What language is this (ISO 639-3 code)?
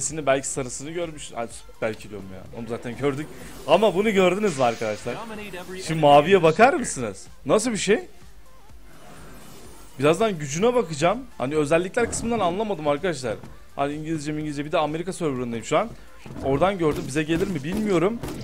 tur